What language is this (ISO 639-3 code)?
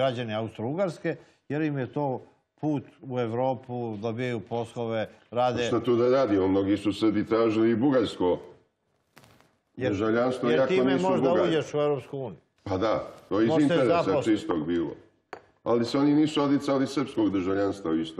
srp